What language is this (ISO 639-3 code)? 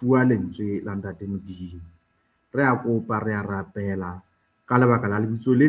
sot